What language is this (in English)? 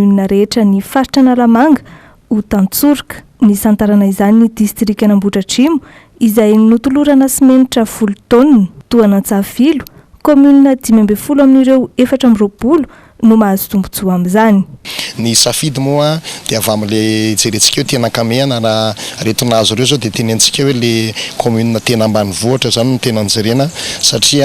Malagasy